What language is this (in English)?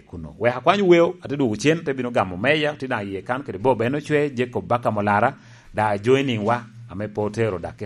Lango (Uganda)